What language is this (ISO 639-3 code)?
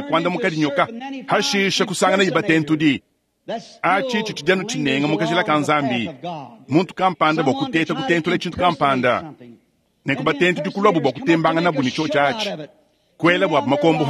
lua